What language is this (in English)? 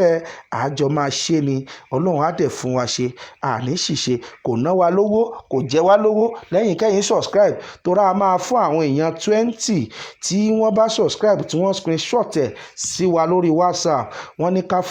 Yoruba